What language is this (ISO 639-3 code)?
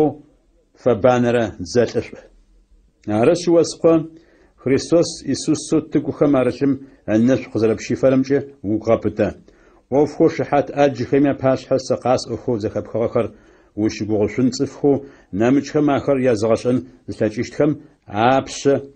ady